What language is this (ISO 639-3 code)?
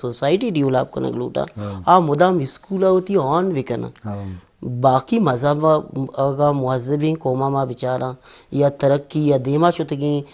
bgp